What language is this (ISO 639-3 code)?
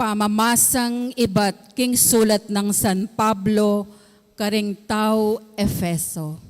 pam